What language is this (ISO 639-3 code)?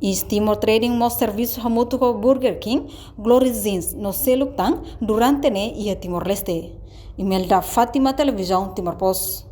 tet